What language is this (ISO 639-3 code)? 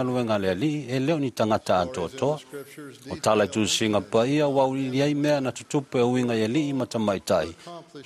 smo